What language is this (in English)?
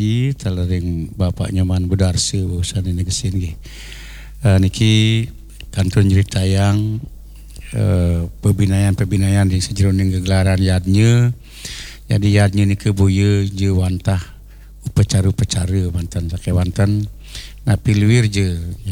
Balinese